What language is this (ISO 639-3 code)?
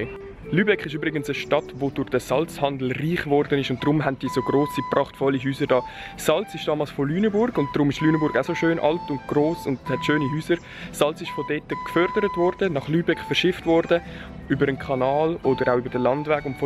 gsw